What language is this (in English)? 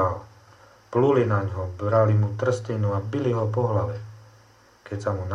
Slovak